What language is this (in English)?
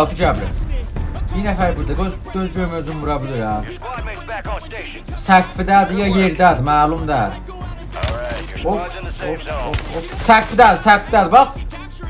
South Azerbaijani